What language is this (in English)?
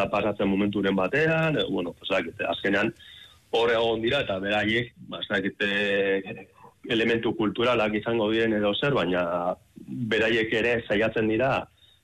Basque